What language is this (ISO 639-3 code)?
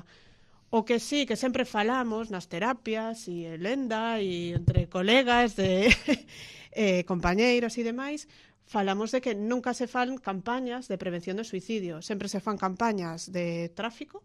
glg